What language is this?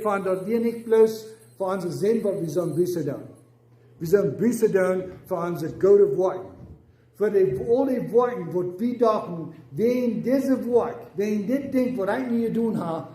Plautdietsch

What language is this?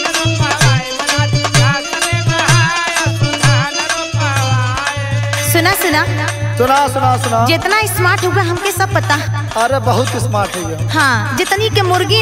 Bhojpuri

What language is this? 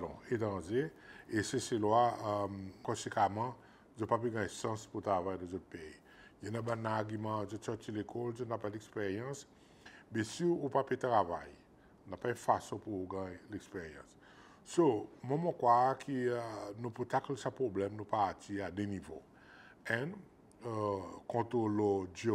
Seselwa Creole French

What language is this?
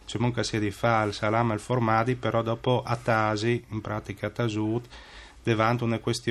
Friulian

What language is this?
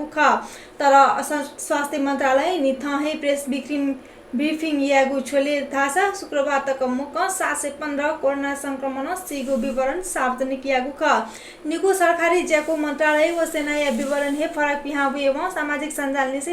Newari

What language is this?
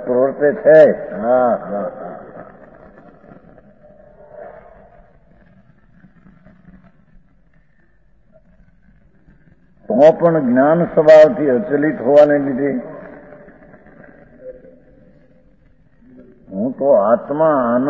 Gujarati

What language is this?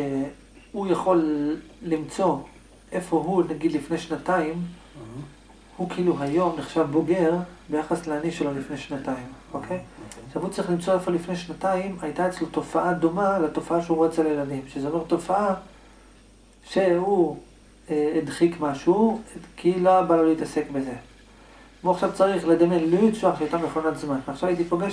Hebrew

